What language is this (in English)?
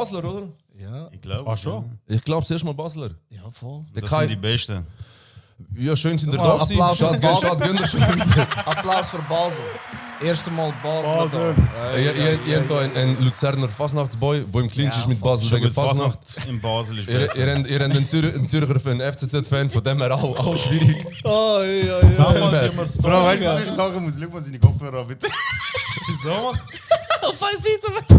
Swiss German